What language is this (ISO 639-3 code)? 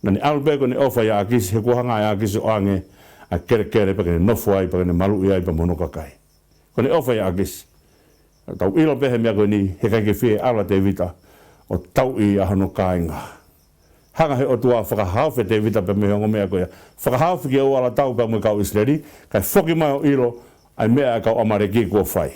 ton